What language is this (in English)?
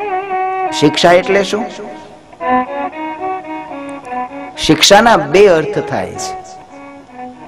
Gujarati